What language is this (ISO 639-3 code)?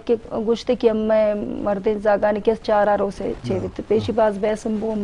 bgp